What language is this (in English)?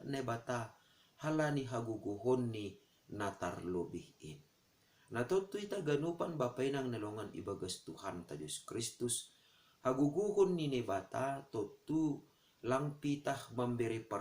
Batak Simalungun